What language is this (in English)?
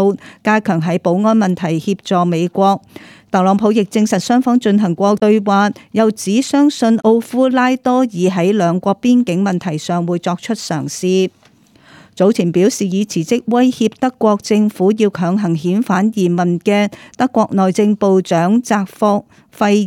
Cantonese